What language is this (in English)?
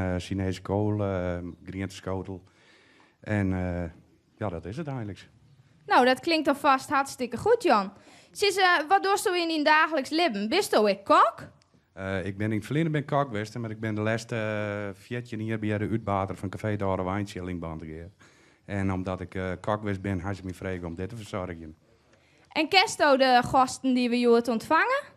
Western Frisian